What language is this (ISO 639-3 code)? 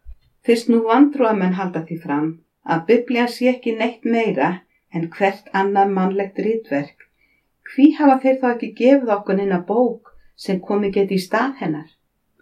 isl